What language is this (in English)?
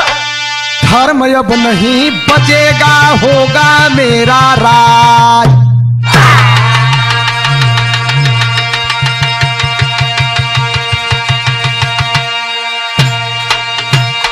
Bhojpuri